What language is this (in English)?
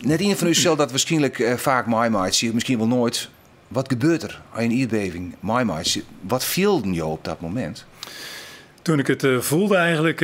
Western Frisian